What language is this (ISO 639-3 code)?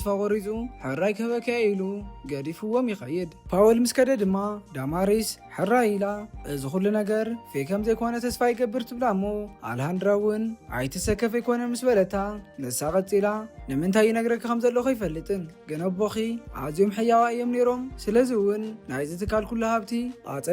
tir